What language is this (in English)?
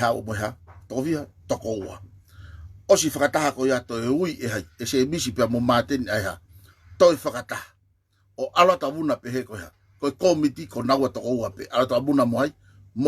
Tongan